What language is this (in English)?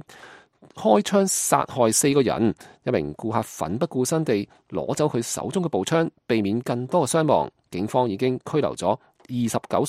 Cantonese